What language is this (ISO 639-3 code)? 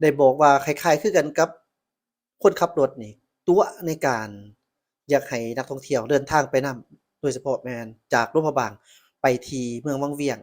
lao